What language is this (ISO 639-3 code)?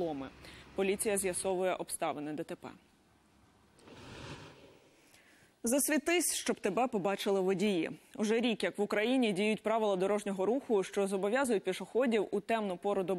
ukr